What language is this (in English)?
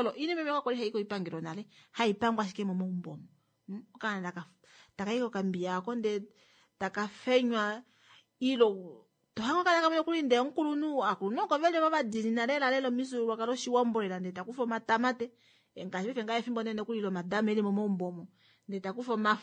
Kuanyama